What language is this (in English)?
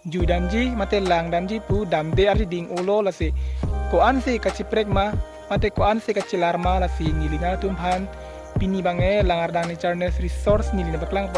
Karbi